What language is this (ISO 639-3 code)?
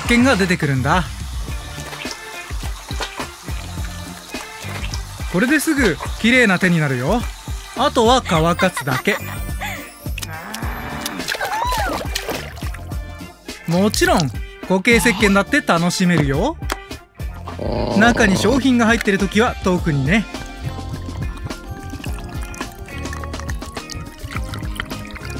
jpn